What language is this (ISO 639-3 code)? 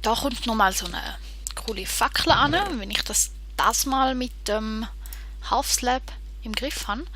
gsw